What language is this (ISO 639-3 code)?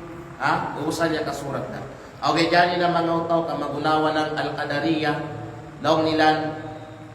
kqe